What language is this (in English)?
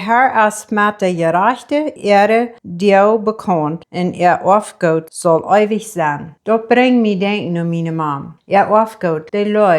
Plautdietsch